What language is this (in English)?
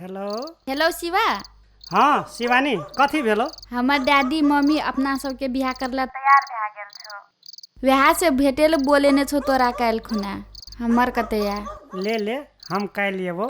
Maithili